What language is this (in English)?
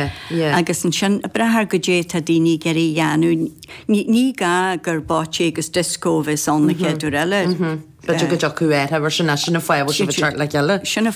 Irish